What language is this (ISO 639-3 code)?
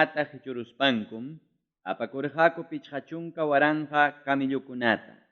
quy